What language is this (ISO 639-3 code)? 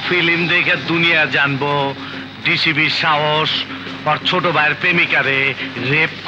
ben